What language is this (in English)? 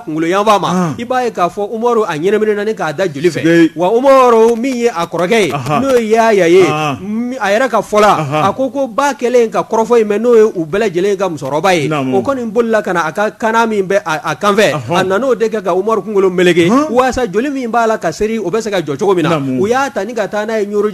Bambara